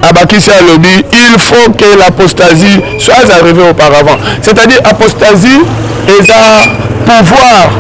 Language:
Lingala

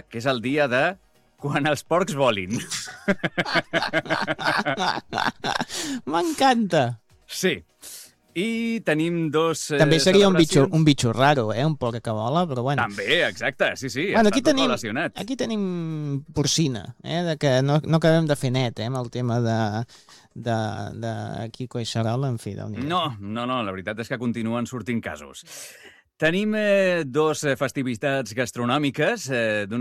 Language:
Catalan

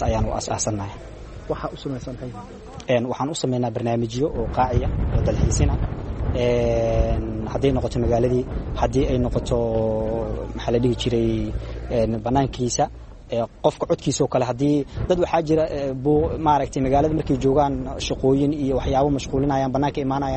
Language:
Somali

